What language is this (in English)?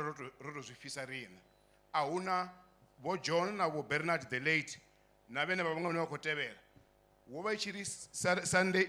Venda